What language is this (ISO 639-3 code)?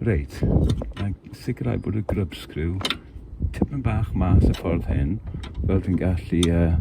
cym